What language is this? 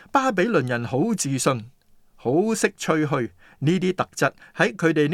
Cantonese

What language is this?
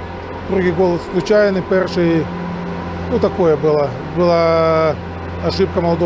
Ukrainian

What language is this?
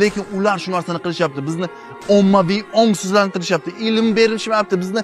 Uzbek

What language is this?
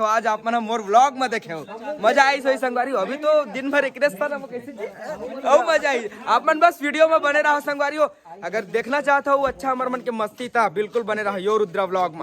Chhattisgarhi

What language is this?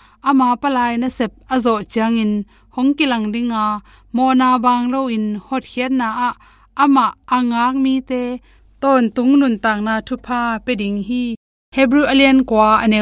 Tedim Chin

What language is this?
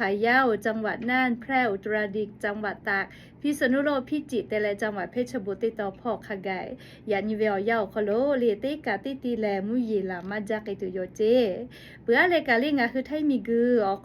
Lahu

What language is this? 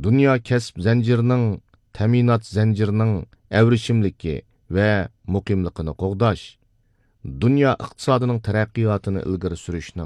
Uyghur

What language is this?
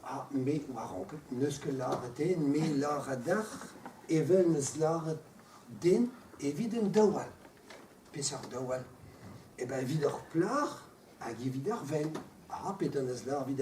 Breton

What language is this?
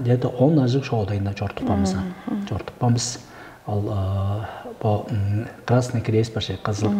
Tuvinian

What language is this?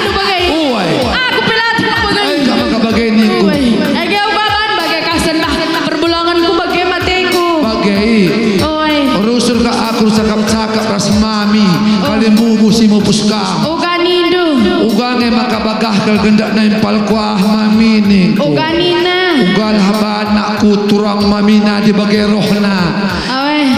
Batak Karo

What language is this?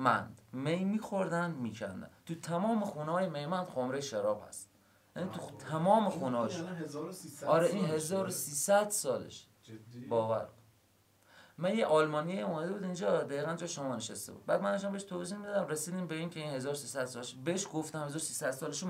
Persian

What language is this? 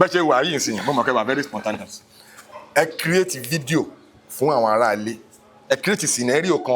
Yoruba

